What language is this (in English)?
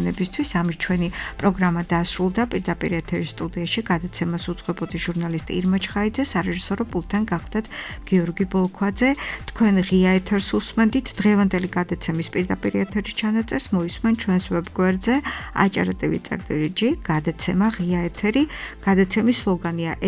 Georgian